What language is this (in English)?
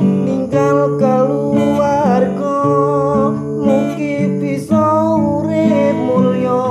Javanese